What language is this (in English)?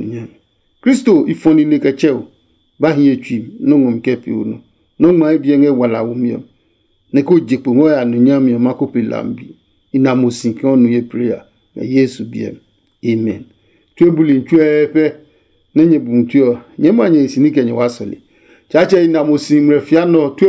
Adangme